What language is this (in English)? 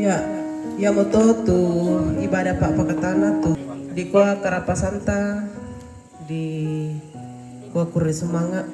Toraja-Sa'dan